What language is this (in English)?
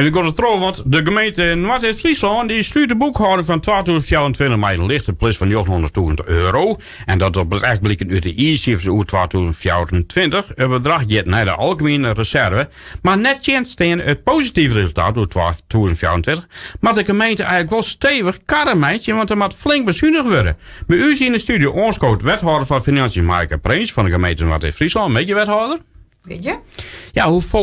Western Frisian